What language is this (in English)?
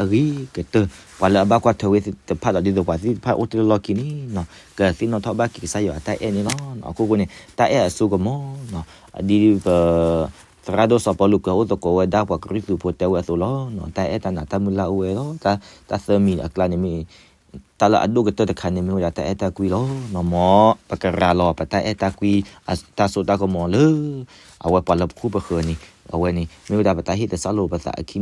S'gaw Karen